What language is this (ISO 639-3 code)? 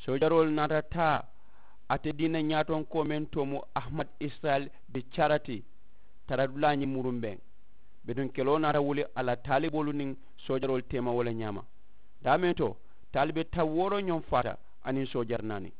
man